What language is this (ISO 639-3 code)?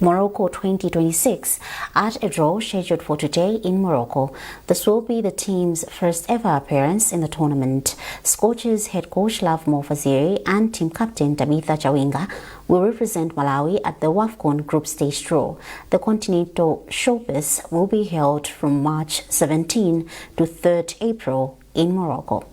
eng